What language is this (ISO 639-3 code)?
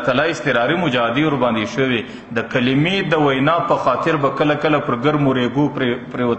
pus